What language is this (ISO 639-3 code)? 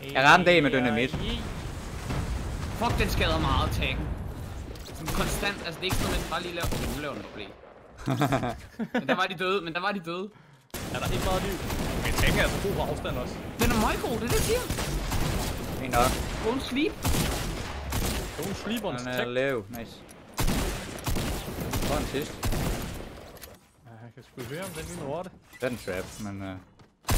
dan